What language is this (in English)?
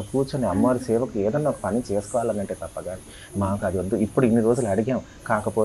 Telugu